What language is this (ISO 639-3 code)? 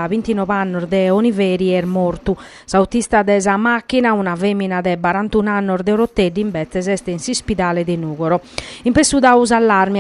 srd